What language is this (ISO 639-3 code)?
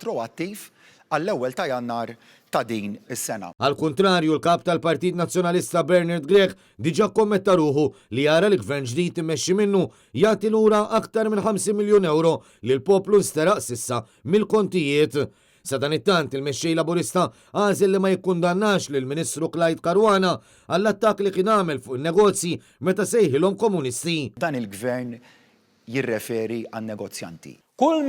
mlt